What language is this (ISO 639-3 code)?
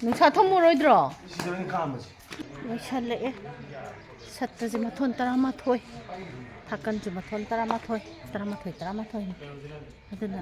mni